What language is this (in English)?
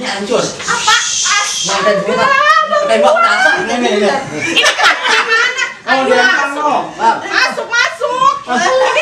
Betawi